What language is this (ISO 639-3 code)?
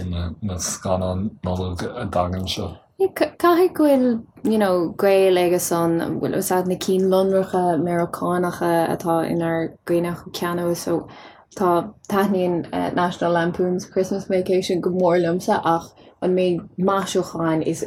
gle